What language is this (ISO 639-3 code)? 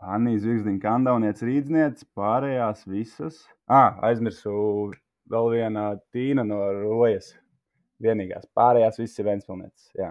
lav